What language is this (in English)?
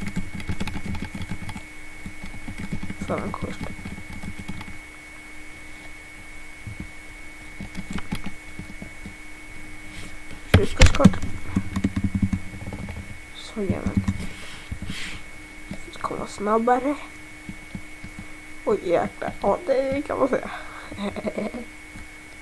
Swedish